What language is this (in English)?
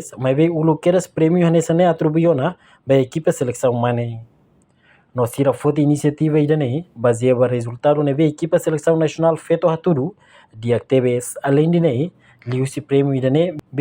Tetum